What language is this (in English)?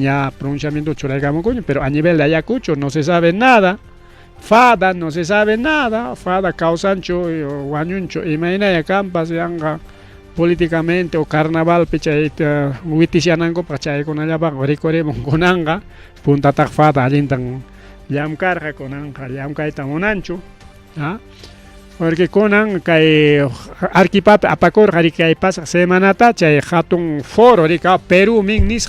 Ayacucho Quechua